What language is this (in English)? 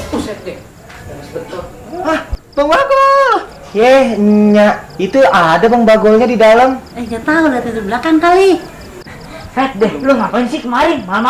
Betawi